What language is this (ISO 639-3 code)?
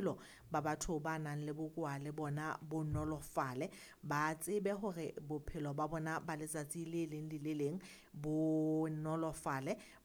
sot